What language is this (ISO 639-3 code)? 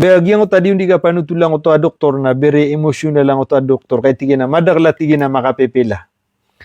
mrw